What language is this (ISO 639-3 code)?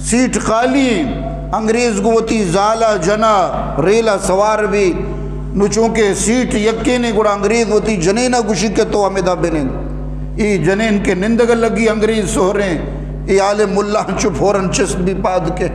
bgp